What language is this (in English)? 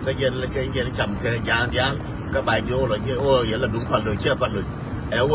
Nuer